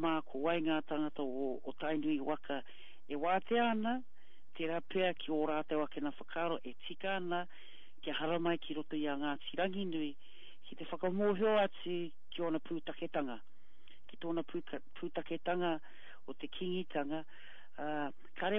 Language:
Māori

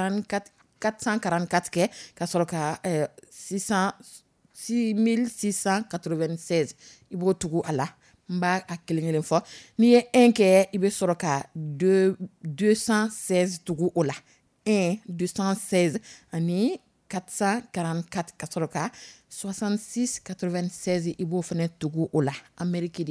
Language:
Dyula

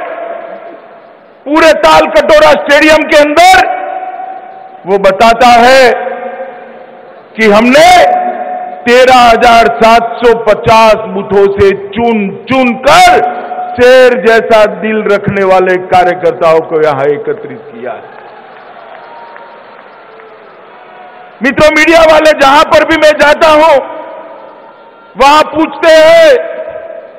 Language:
Hindi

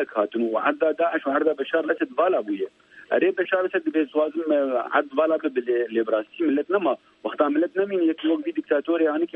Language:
Kurdish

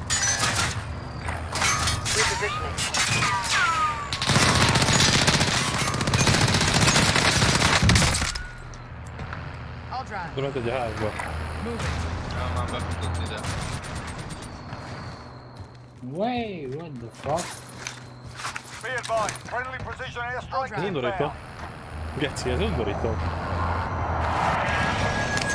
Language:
Hungarian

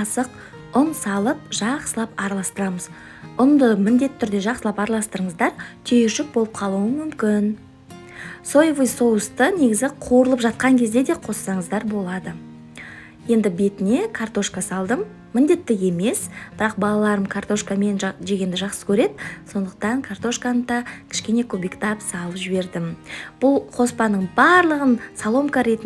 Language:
Kazakh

